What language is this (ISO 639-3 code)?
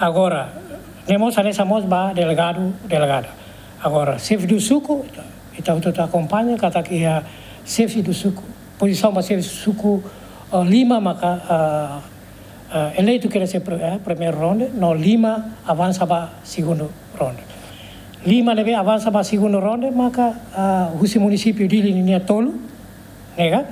tet